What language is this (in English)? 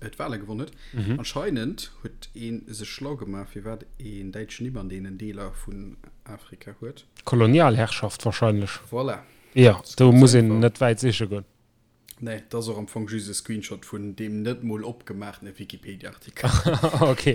Luxembourgish